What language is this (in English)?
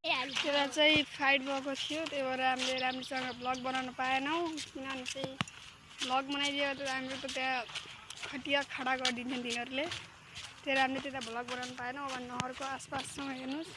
Nepali